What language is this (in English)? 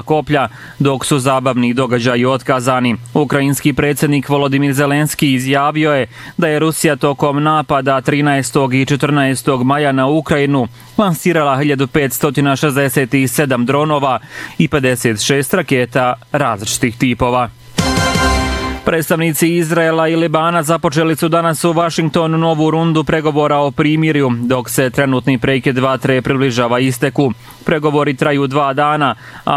Bosnian